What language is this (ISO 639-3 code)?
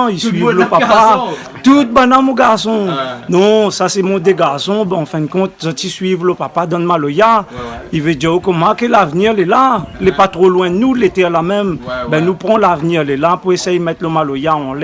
rcf